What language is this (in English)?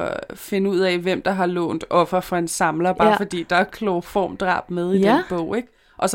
Danish